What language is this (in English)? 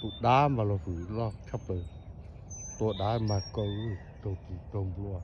Hmong